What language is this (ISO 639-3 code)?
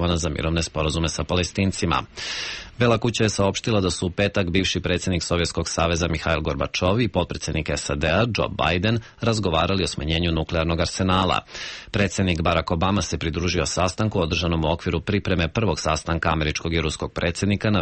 srp